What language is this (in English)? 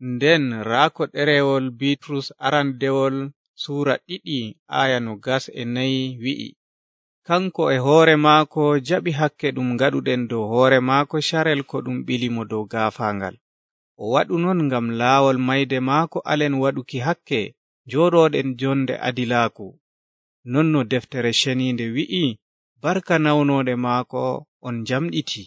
Nigerian Fulfulde